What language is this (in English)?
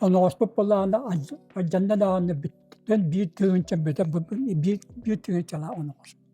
Yakut